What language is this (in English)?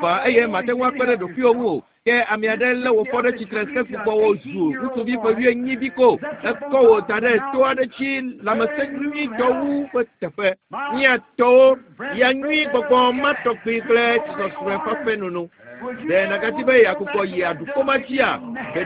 Ewe